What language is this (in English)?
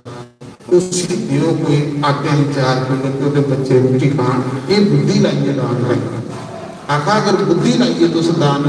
Dogri